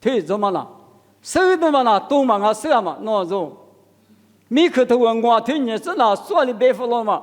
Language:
Lisu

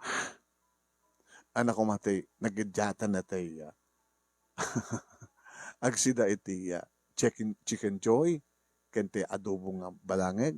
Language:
Iloko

